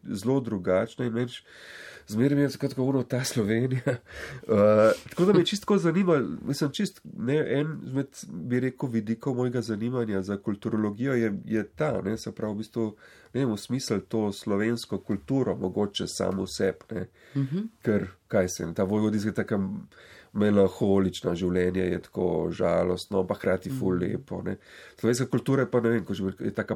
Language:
Slovenian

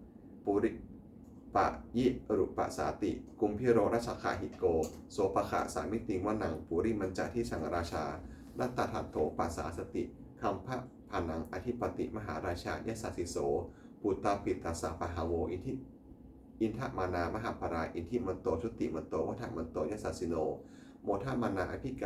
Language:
Pali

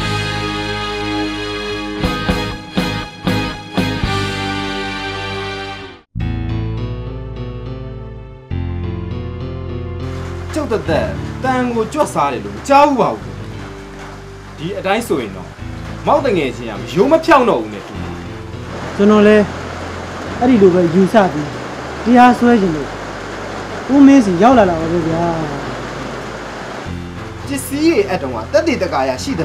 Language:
Burmese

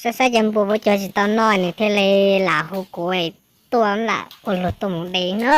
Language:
Hmong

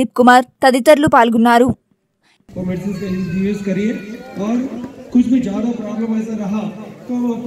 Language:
Telugu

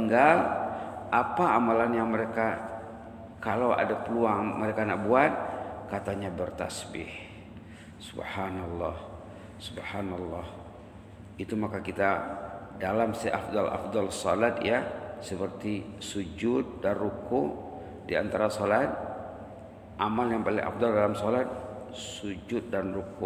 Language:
Malay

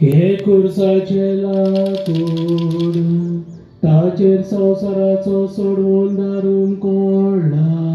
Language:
Konkani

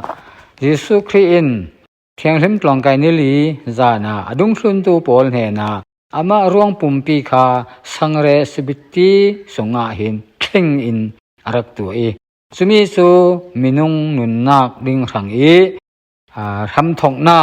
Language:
Falam Chin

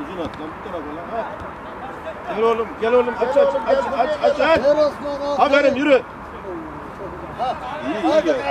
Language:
Turkish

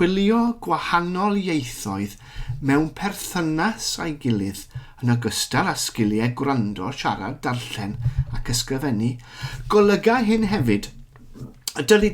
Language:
Welsh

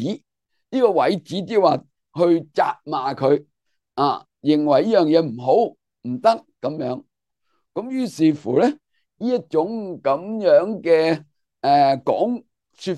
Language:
Cantonese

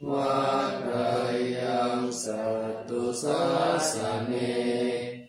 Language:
Pali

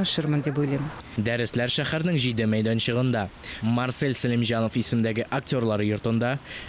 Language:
Tatar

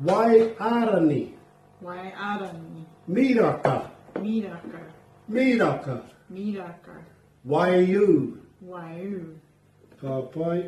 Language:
Māori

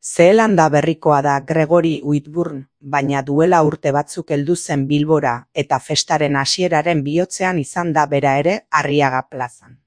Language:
Basque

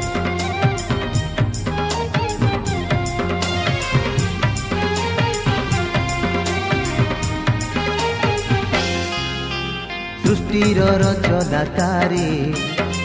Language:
Odia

